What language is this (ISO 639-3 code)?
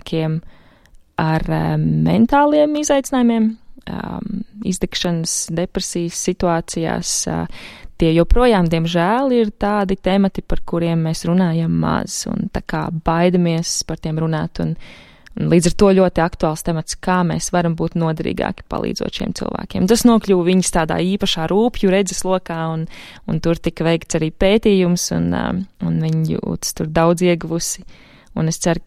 lav